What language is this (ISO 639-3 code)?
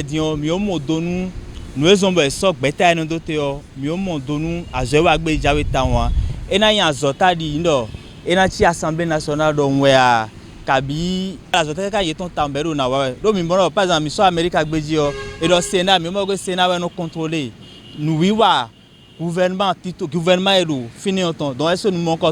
fon